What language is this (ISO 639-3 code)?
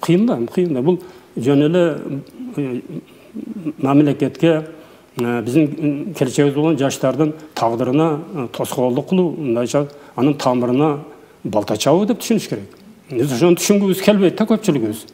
kir